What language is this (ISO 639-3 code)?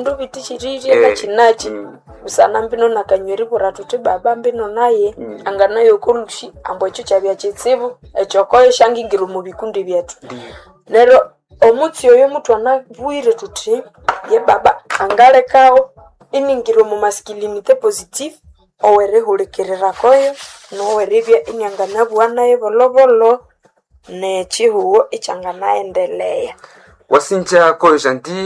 nnb